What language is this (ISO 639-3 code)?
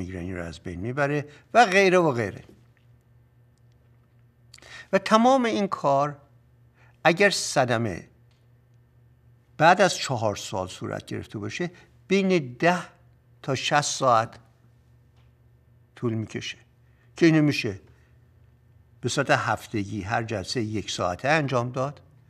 fas